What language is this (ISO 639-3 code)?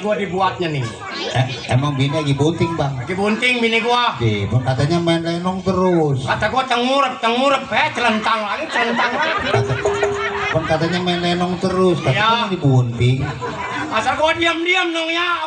bew